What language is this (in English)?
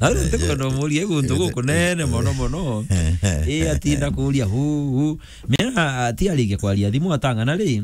Meru